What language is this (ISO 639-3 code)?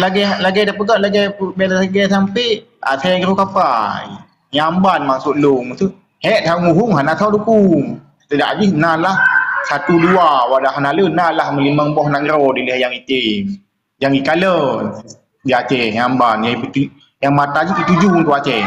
ace